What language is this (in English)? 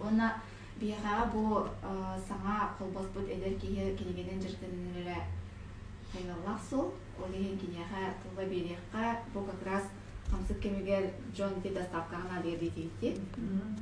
Yakut